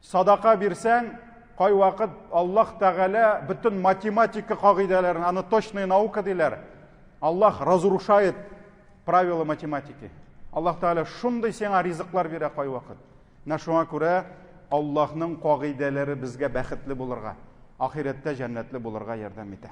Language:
Tatar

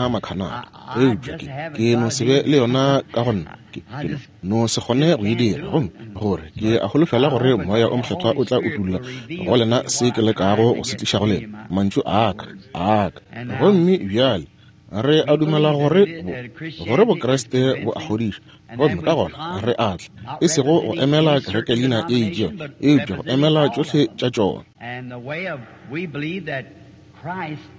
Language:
Northern Sotho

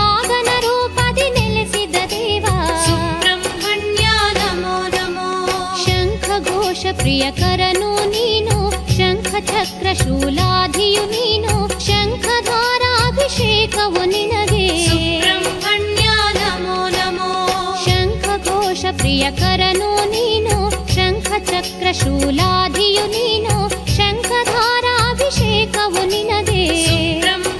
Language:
Kannada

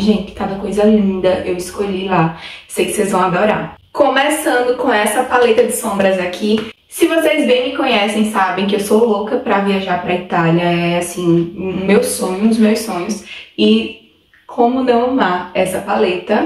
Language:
Portuguese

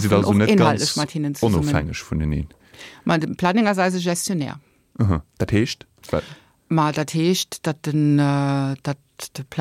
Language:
Luxembourgish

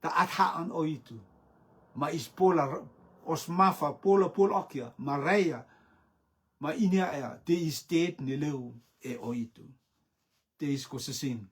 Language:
Rotuman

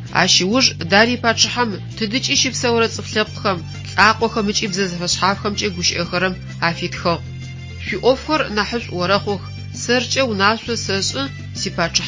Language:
Adyghe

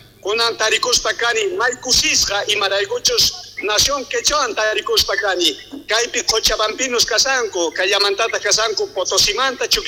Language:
South Bolivian Quechua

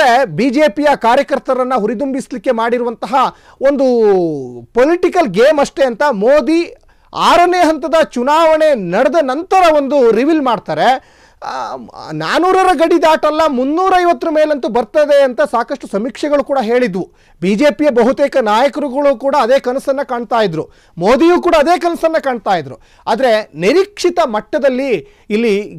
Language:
Kannada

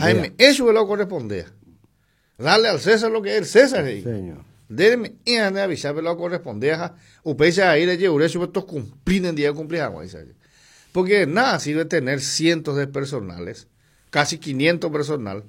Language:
Guarani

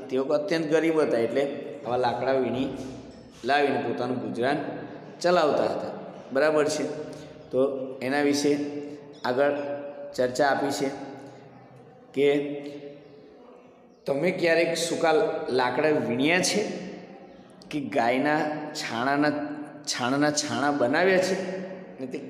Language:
Gujarati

